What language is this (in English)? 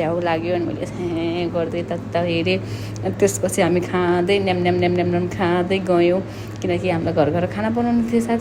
Nepali